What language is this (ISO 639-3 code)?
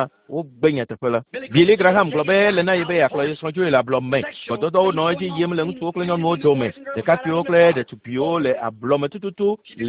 ewe